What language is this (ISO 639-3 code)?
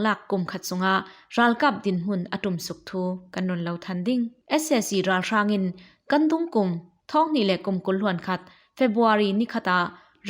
cfm